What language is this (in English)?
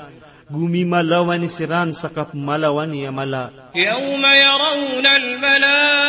Maranao